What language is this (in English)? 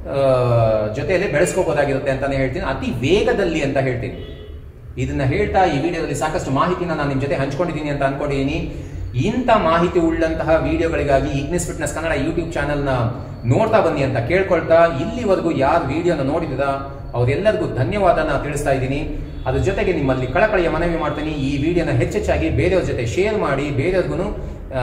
Kannada